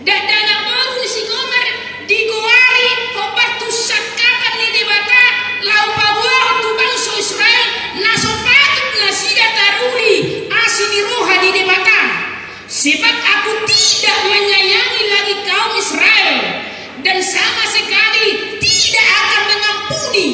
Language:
Batak Toba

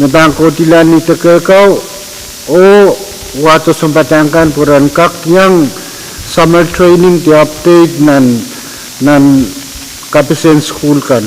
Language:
Pohnpeian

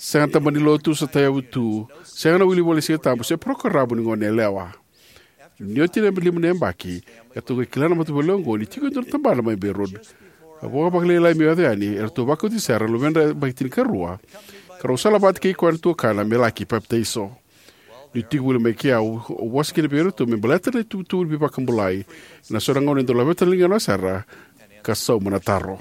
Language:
Fijian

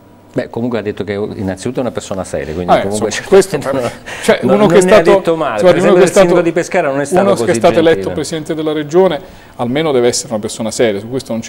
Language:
Italian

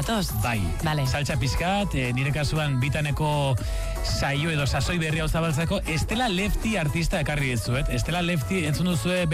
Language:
Basque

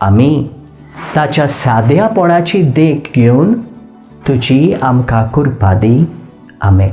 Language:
Konkani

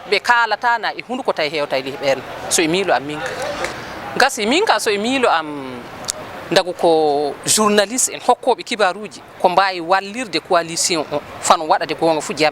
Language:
Fula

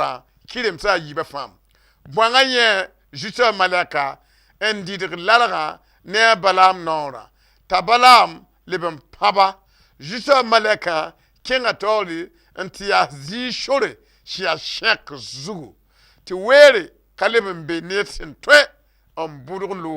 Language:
Mossi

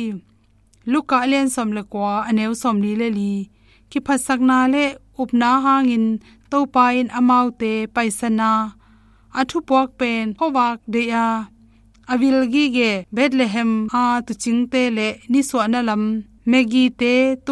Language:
Tedim Chin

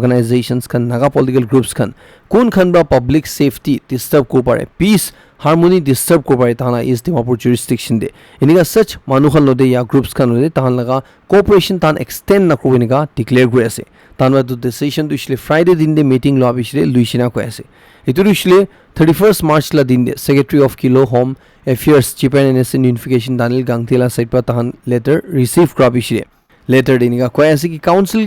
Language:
Naga Pidgin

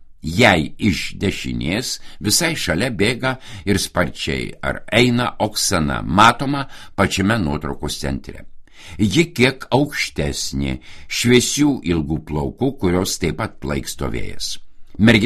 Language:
Lithuanian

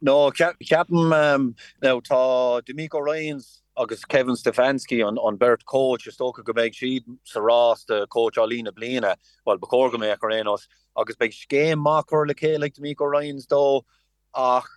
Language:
Irish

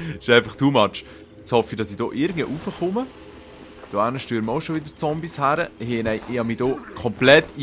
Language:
Swiss German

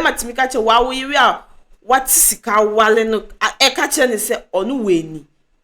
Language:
Akan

